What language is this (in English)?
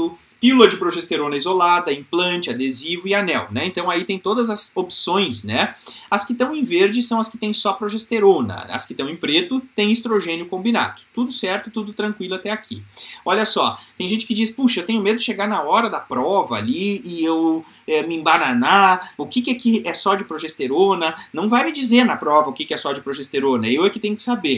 Portuguese